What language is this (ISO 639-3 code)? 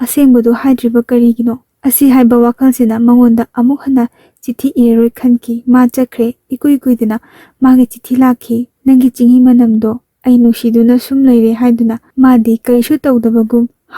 mni